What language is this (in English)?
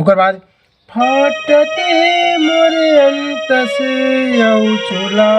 Chhattisgarhi